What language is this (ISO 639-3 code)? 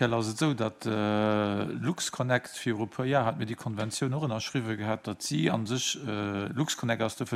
ltz